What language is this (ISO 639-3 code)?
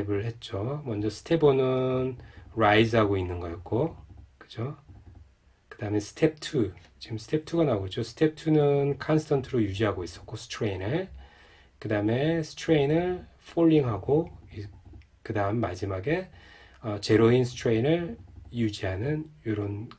kor